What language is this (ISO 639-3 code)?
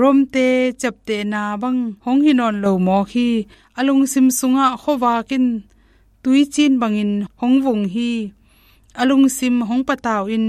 ctd